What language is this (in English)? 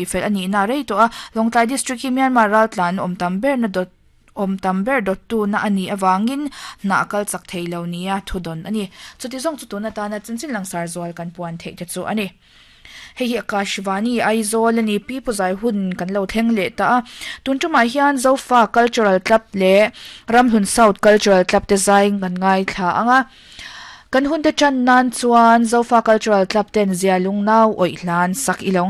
Mizo